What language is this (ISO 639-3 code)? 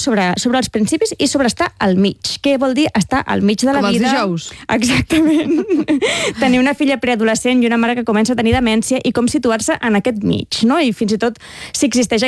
cat